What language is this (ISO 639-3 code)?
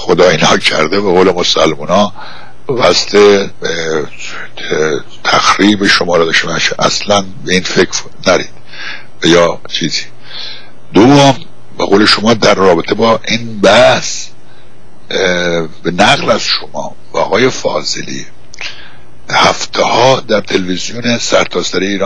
fas